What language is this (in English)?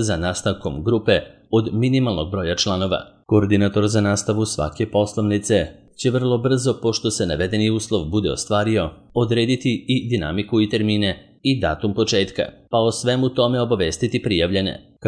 Serbian